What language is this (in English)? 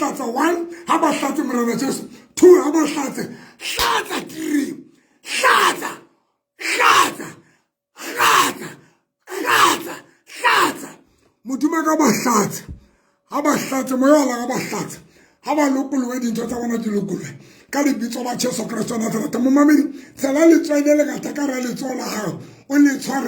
Southern Sotho